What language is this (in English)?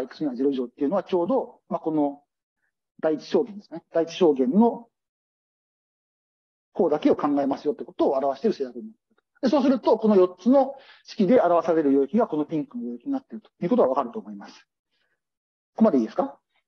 Japanese